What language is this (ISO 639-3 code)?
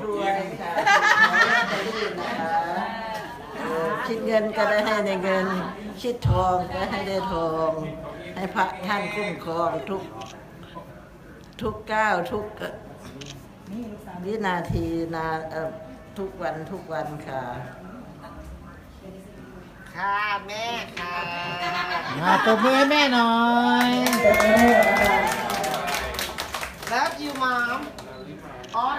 tha